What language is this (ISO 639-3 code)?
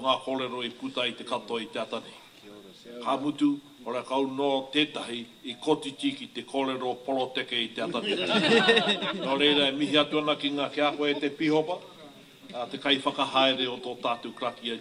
mri